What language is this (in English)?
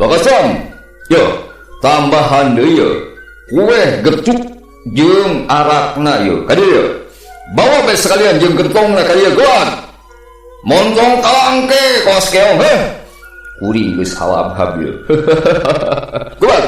Sundanese